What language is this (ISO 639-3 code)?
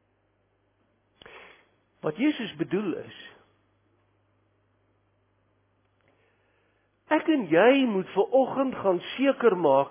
afr